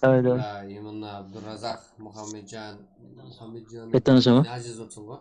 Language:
Kara-Kalpak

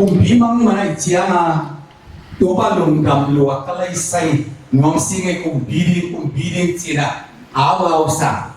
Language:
Tedim Chin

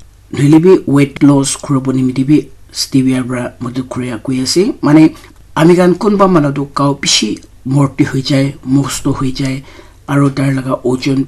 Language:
Naga Pidgin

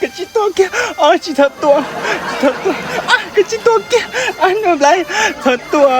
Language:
Hmong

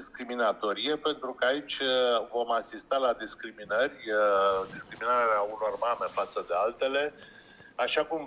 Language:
Romanian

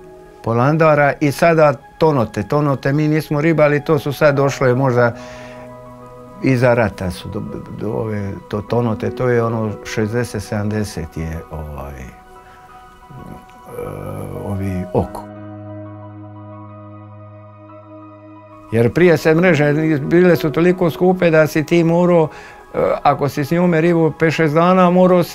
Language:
Croatian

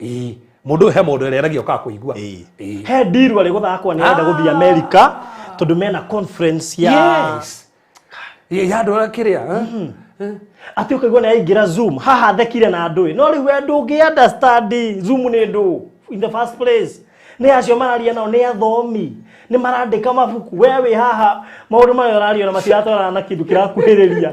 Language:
Kikuyu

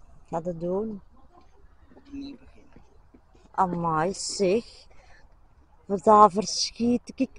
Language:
Dutch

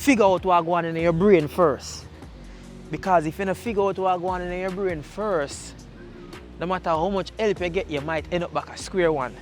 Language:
Jamaican Creole English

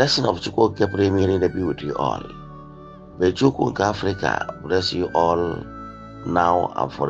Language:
Igbo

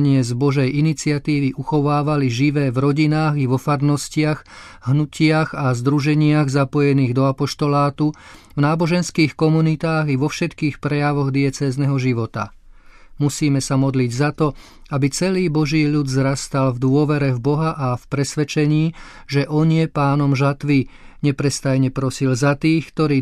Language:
Slovak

